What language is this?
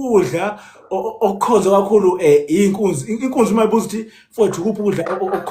Zulu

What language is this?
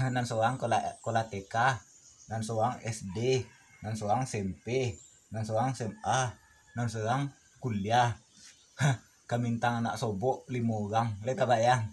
Minangkabau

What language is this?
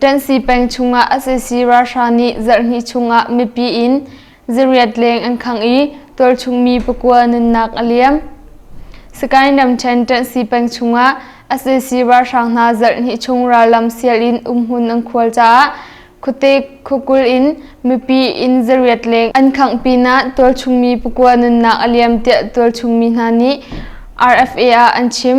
Hakha Chin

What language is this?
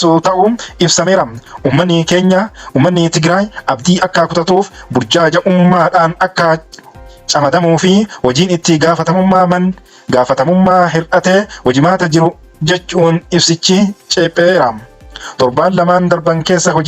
Oromo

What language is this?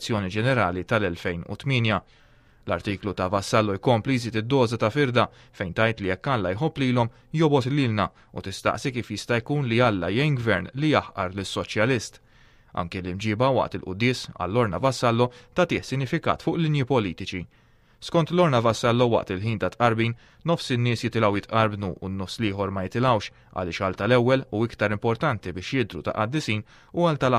Maltese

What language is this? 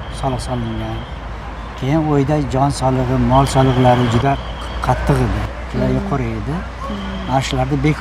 Uzbek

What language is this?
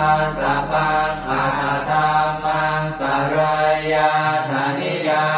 Pali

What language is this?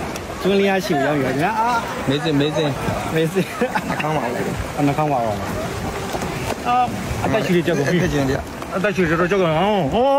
Burmese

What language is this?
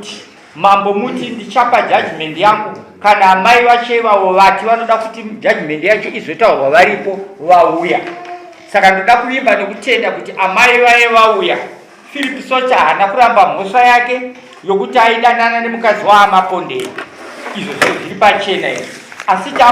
Shona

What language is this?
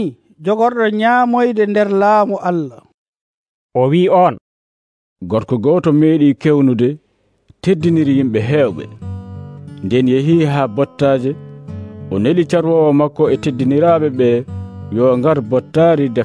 Nigerian Fulfulde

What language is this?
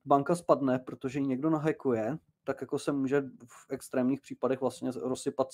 Czech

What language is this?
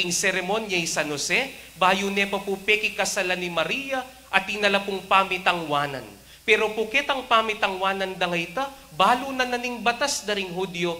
Pampanga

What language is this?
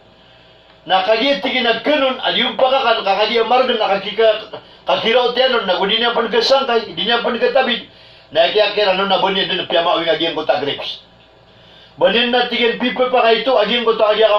Maranao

